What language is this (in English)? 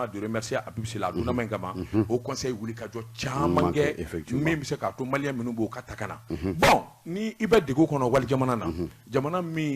Bambara